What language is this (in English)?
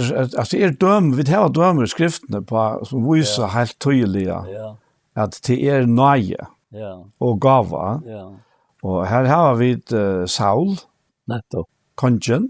Faroese